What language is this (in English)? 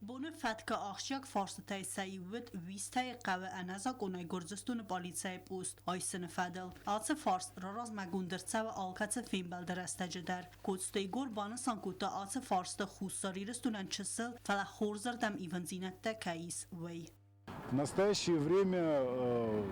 Ossetic